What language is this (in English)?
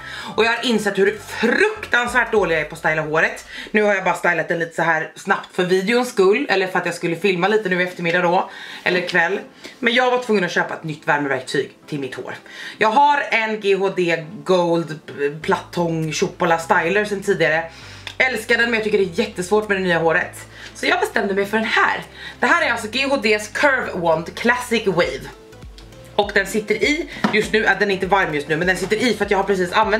Swedish